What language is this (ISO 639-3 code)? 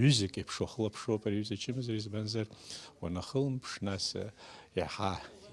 abk